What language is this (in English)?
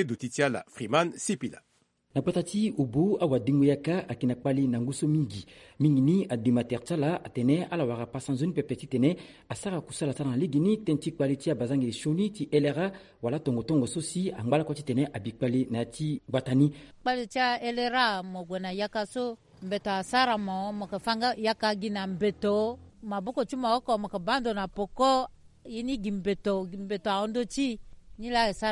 Sango